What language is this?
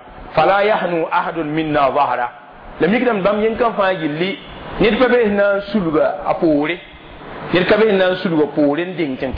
Mossi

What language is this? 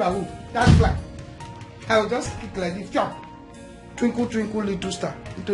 Nigerian Pidgin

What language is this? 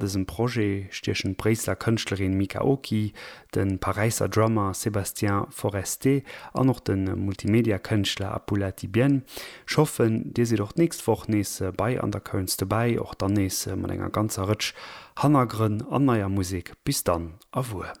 Luxembourgish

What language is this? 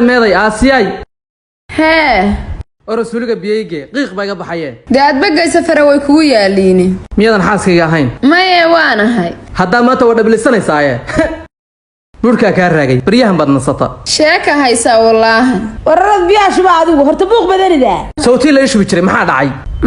Somali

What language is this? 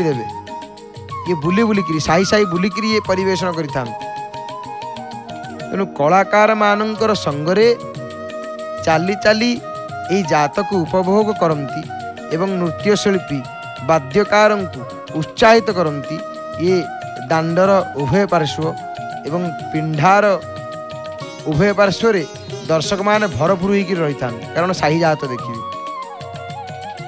Odia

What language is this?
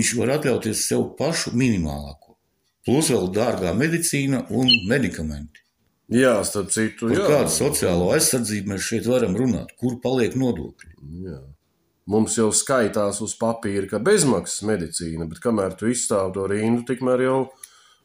Latvian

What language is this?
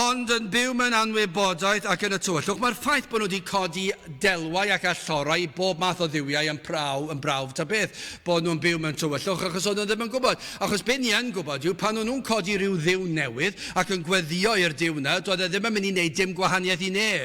Welsh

